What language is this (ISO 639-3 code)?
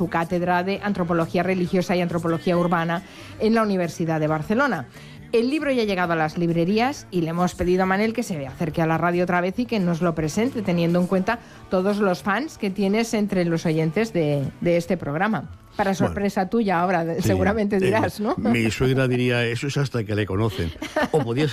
spa